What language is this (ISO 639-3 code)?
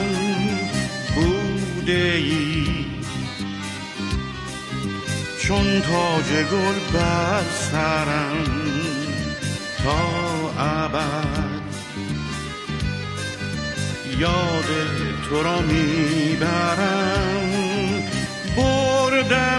fas